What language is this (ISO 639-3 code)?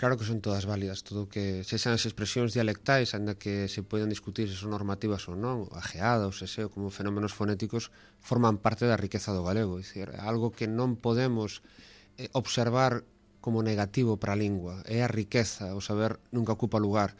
glg